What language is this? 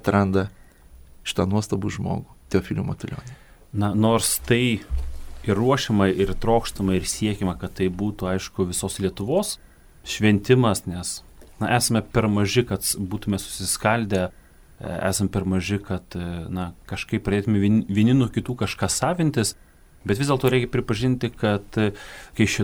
Lithuanian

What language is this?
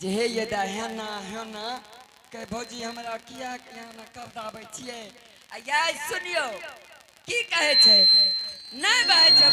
Angika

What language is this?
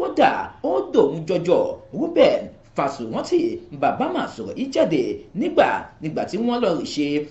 Yoruba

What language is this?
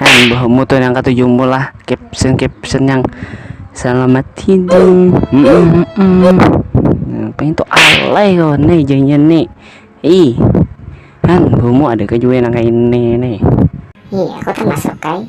Banjar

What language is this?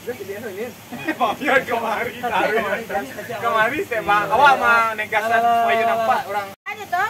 Minangkabau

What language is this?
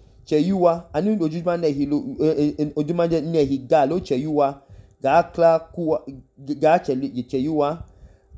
Idoma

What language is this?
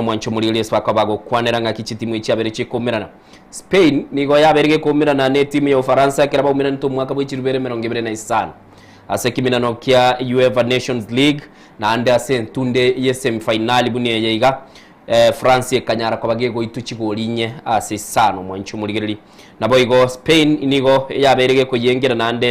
Gusii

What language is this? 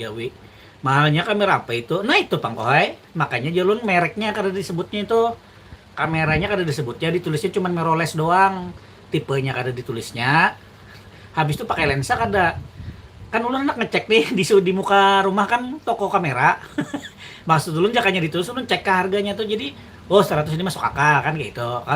Banjar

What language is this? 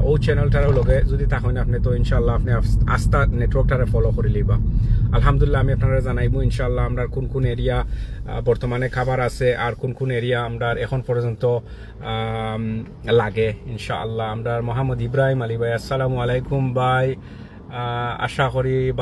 Sylheti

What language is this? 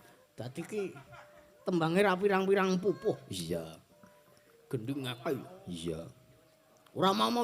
Javanese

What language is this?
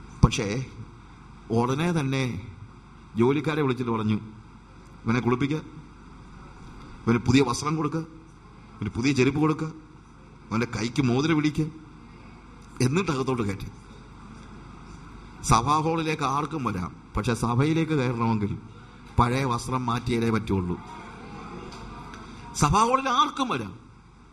Malayalam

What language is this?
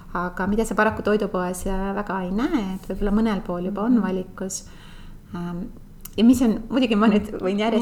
Estonian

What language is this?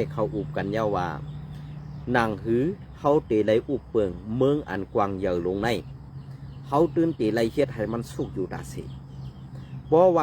Shan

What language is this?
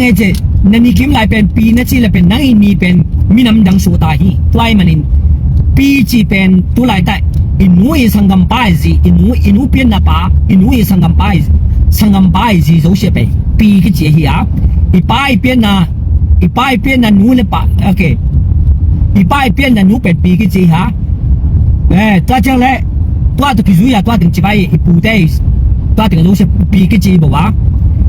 Tedim Chin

